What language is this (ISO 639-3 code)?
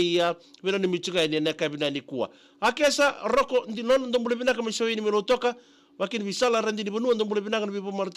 fij